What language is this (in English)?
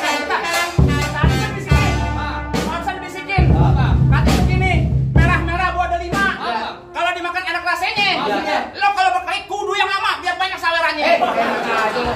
Betawi